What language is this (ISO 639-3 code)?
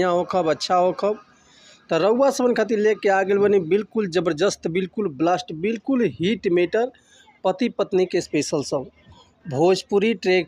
bho